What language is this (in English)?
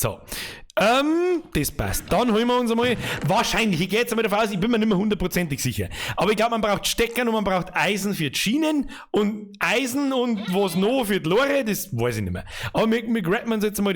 Bavarian